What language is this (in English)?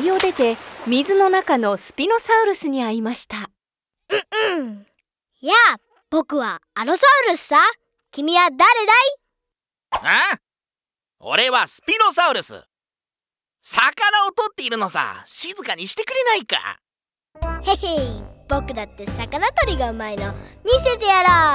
Japanese